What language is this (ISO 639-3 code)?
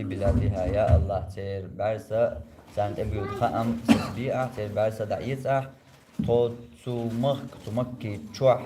che